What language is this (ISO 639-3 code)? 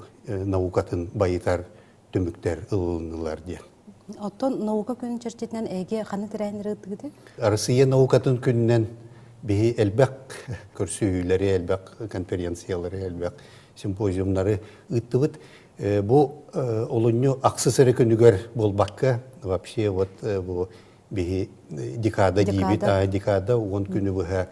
sah